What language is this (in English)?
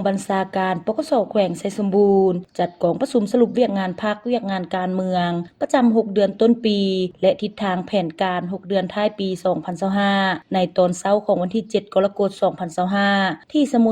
Lao